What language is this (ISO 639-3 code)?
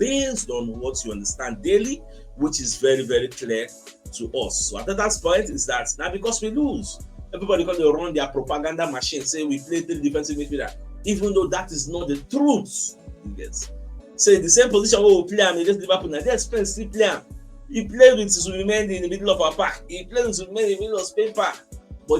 pcm